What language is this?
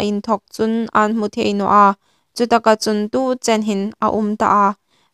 Hmar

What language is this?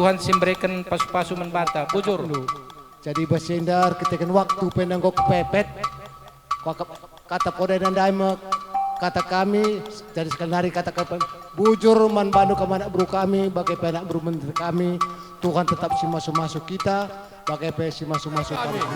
Batak Karo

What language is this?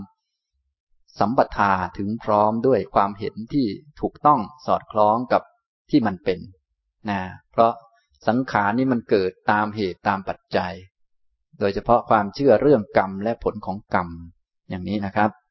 Thai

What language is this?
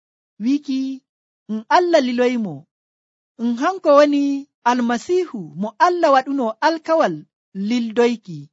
Nigerian Fulfulde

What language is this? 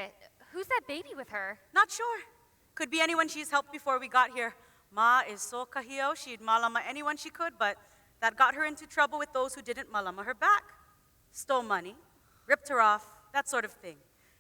Hawaiian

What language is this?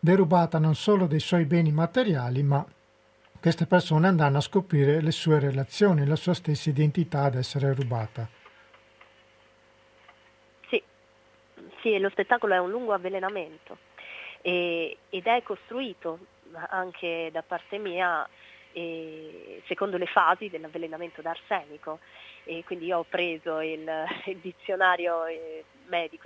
Italian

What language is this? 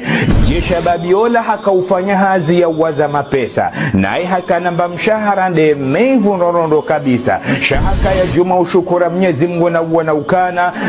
Ngazidja Comorian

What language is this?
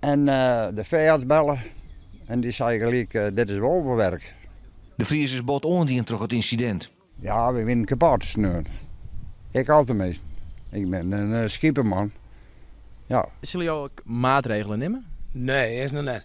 Western Frisian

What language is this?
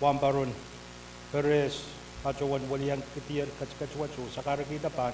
Pohnpeian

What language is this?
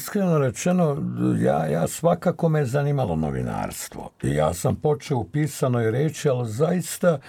Serbian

